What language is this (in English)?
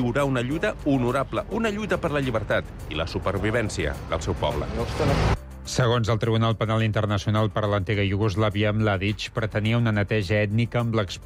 Catalan